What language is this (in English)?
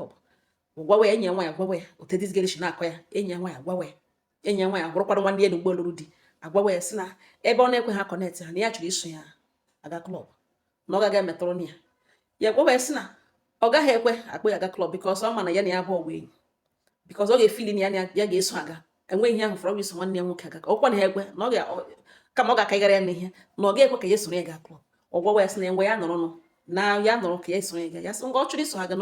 Igbo